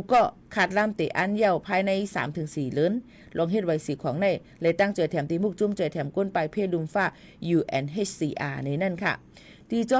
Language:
Shan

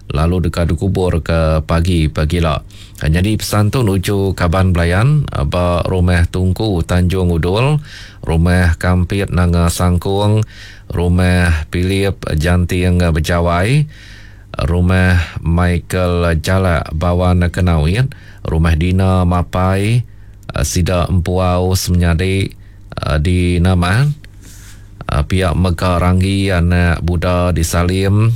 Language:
Iban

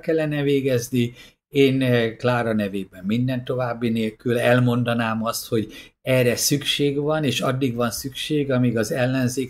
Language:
Hungarian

